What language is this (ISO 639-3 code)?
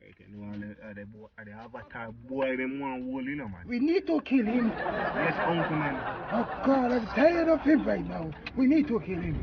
jam